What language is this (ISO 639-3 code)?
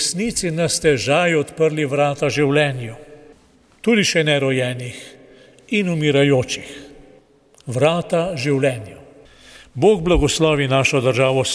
slv